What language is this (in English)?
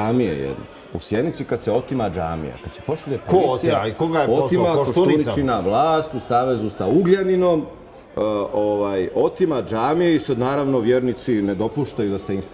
Serbian